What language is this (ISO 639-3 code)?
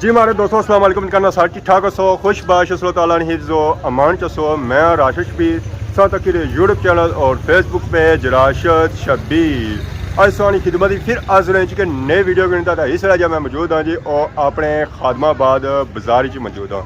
phr